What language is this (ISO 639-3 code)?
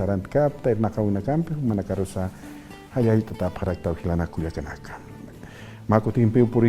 aym